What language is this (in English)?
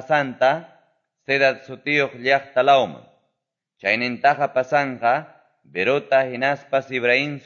Quechua